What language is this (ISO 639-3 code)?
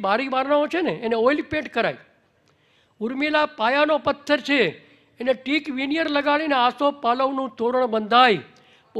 guj